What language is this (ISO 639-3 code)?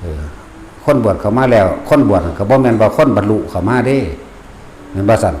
tts